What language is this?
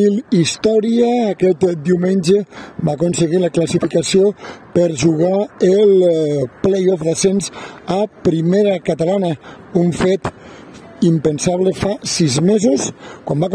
Catalan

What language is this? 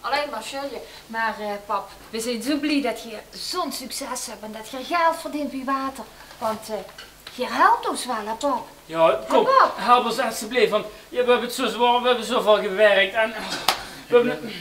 Limburgish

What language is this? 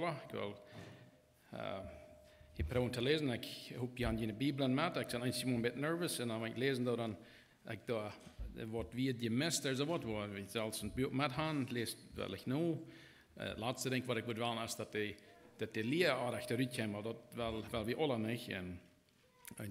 Plautdietsch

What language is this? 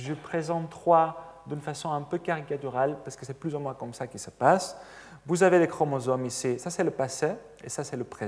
French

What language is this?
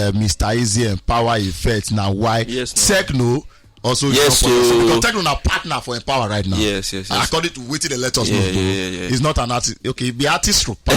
Nigerian Pidgin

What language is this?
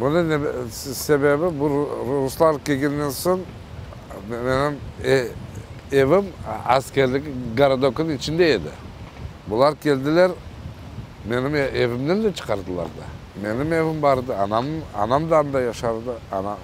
Crimean Tatar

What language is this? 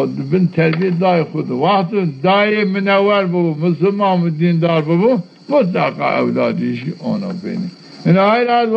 Zaza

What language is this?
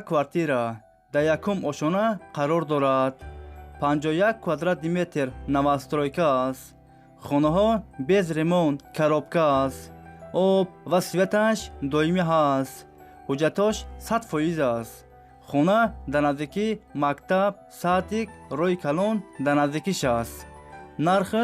Tajik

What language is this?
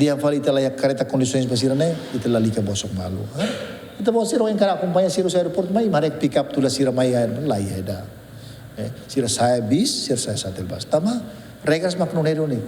Tetum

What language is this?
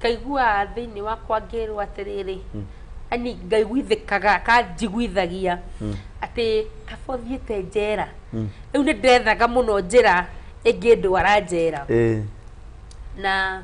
Kikuyu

